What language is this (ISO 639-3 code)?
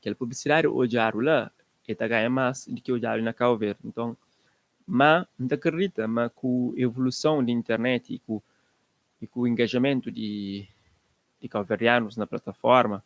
kea